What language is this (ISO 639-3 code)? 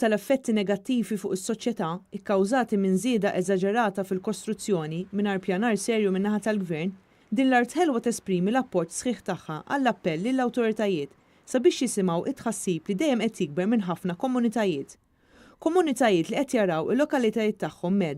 mlt